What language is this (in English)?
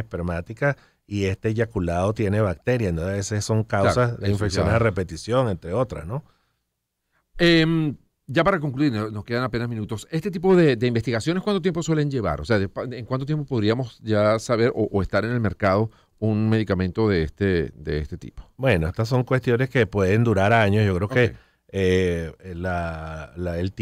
Spanish